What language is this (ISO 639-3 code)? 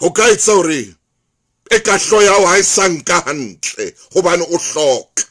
sot